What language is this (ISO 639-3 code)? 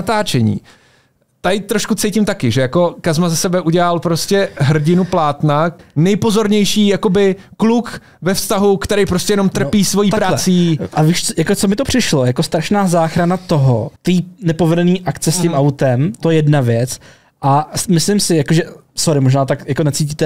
ces